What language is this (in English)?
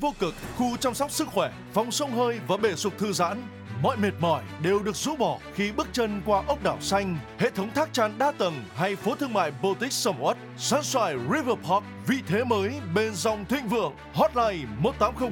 Vietnamese